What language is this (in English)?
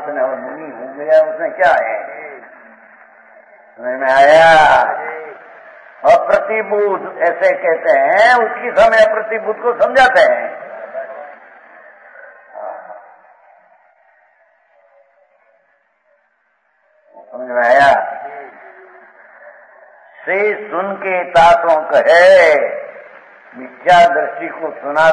Hindi